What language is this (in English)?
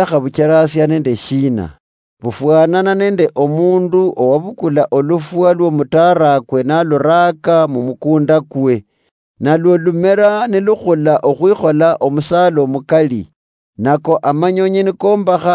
Luyia